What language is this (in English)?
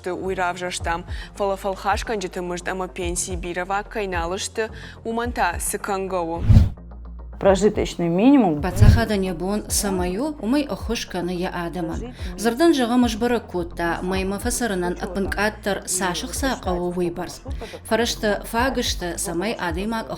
Ossetic